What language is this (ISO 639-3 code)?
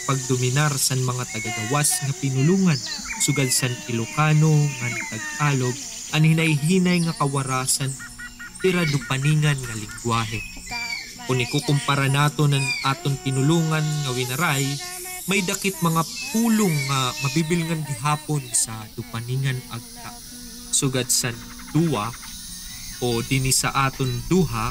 war